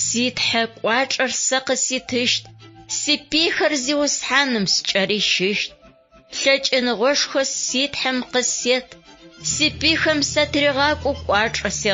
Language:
Adyghe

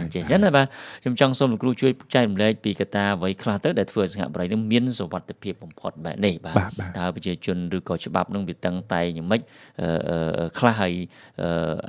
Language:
Khmer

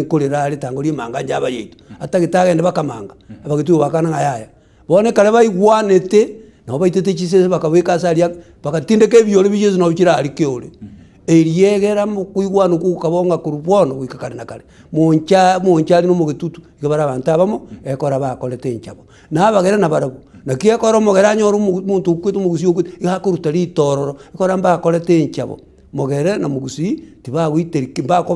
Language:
Gusii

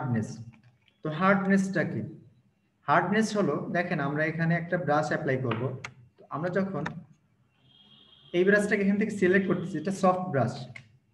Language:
Bangla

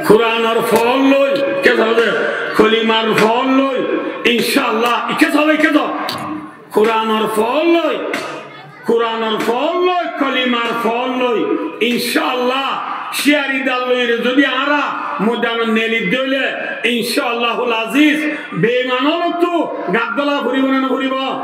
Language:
Rohingya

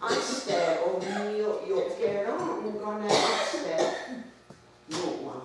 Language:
Mohawk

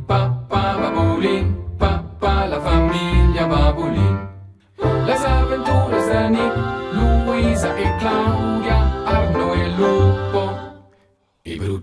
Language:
Romansh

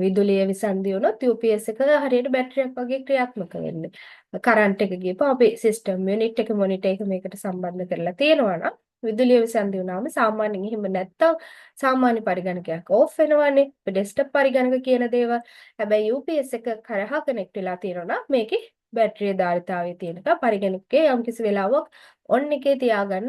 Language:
Sinhala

